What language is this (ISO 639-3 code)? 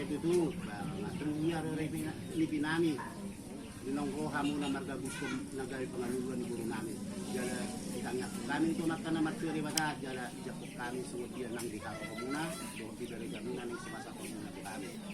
bbc